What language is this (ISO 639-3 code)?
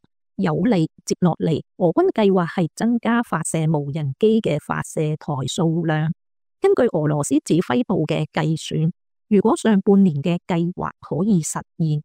yue